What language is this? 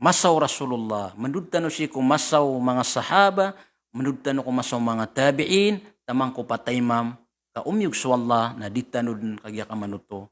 Maranao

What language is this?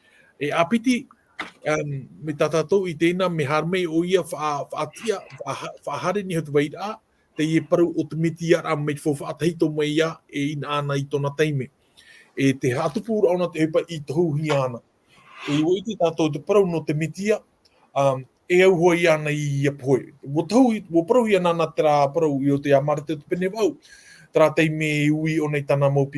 Tahitian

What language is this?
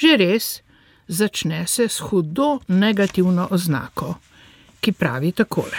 Slovenian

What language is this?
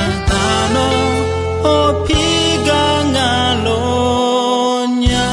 Akha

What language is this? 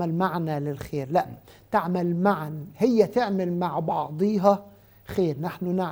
Egyptian Arabic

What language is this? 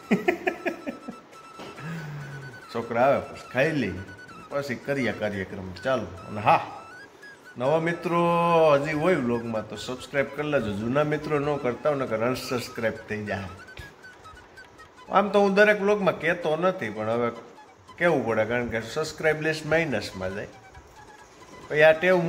Gujarati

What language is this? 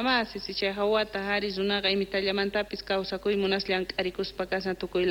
Quechua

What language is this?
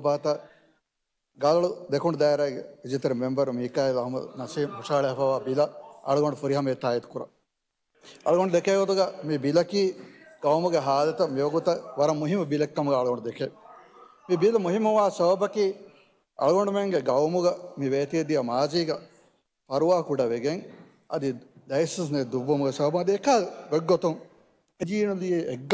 Divehi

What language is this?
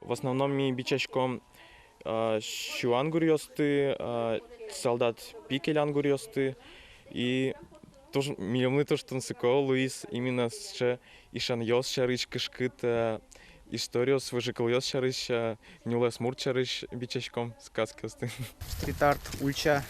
Udmurt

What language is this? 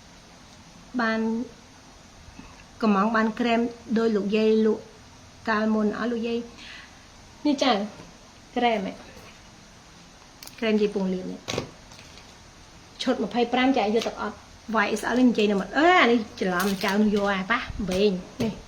Khmer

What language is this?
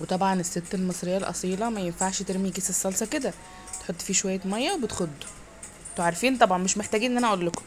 Egyptian Arabic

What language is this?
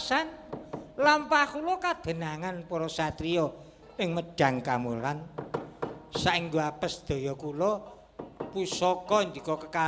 Javanese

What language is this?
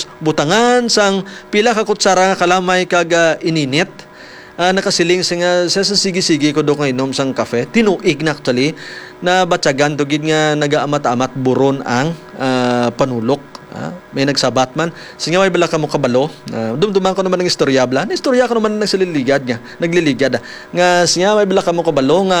Hiligaynon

